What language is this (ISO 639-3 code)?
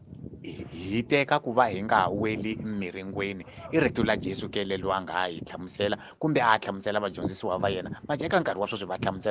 tso